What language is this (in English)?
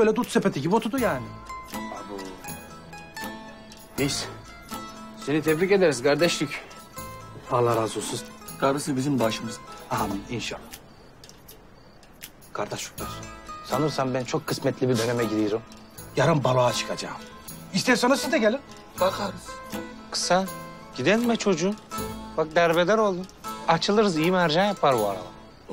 Turkish